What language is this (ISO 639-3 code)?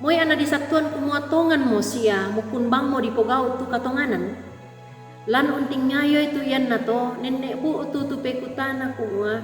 sda